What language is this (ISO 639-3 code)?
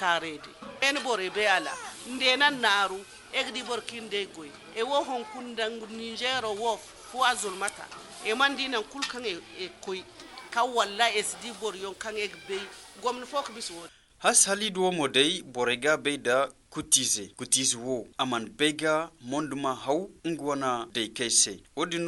hau